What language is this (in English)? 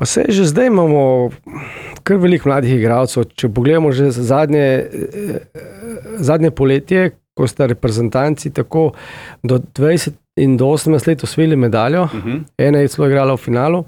Slovenian